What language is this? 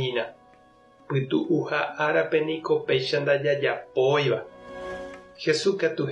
Guarani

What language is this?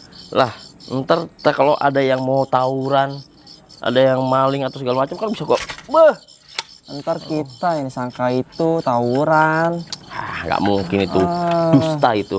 Betawi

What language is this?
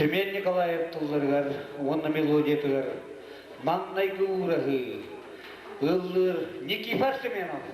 Yakut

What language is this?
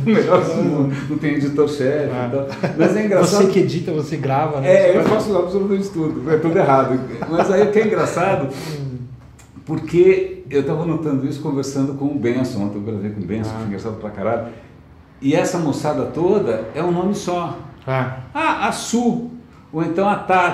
Portuguese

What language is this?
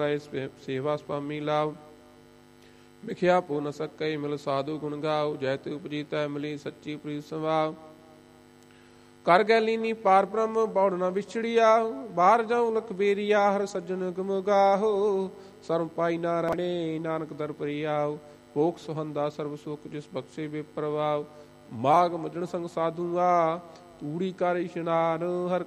Punjabi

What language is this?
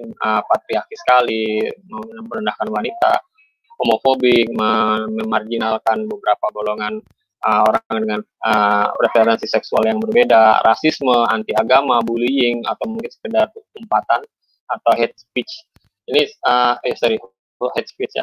Indonesian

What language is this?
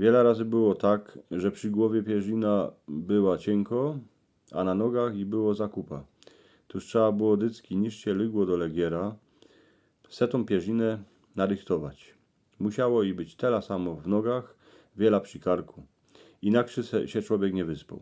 Silesian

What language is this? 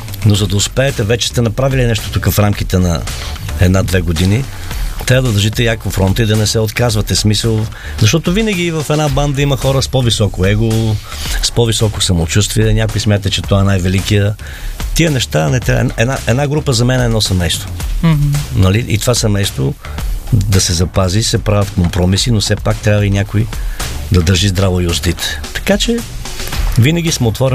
Bulgarian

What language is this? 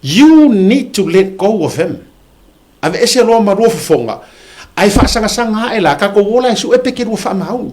Samoan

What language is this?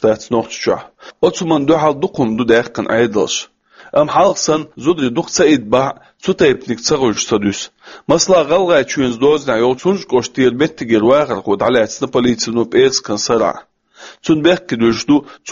Chechen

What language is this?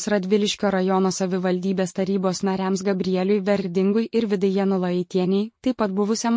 Lithuanian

